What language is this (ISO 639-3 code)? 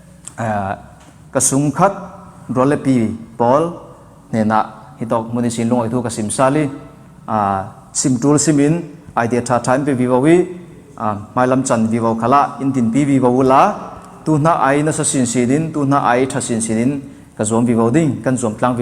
cfm